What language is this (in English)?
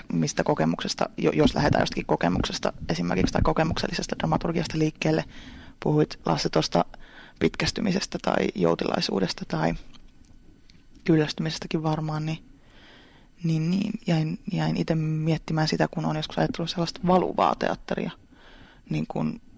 Finnish